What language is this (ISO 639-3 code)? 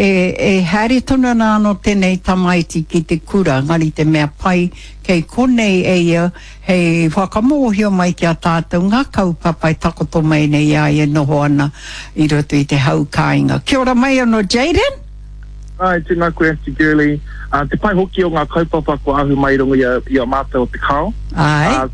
mri